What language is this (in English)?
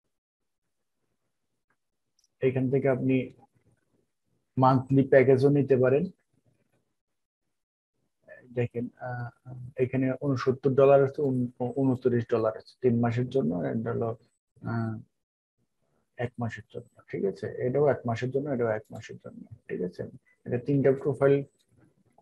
Bangla